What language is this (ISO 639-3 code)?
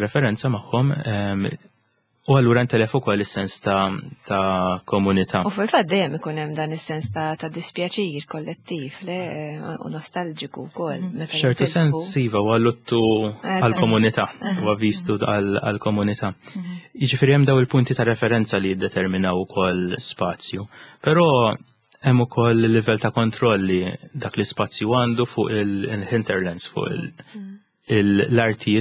mlt